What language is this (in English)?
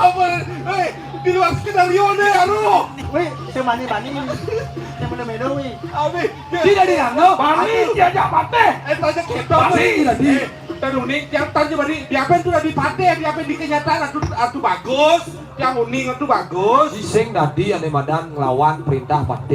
Balinese